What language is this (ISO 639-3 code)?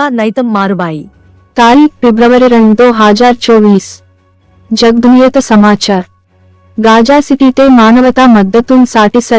gon